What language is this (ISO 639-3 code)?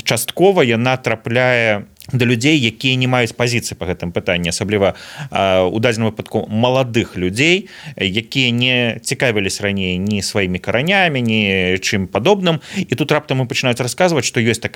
bel